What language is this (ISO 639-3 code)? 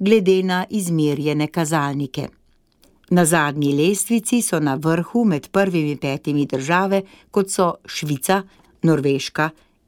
slv